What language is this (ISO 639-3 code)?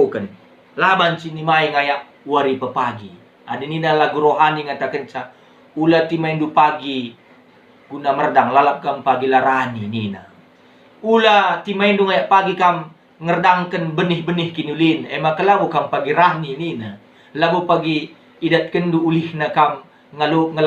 btx